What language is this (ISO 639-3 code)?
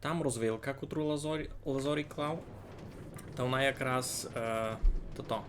rue